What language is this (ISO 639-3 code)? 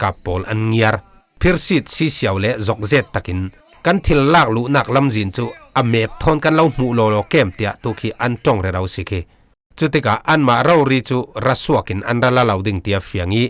cfm